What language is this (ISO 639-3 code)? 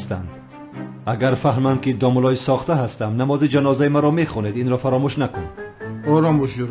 tgk